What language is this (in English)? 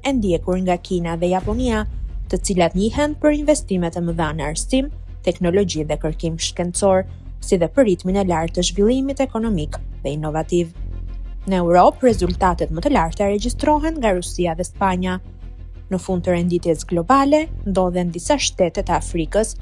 Albanian